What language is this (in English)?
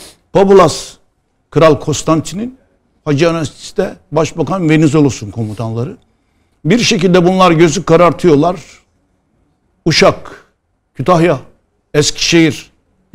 Turkish